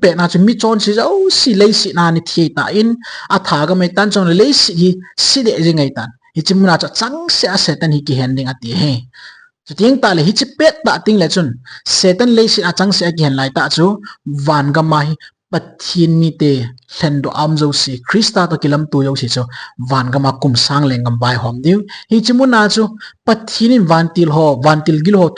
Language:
Thado Chin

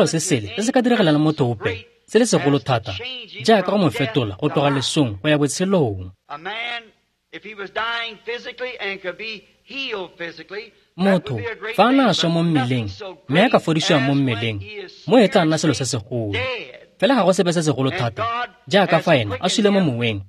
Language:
Tswana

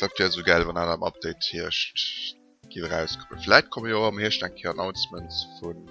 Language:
Luxembourgish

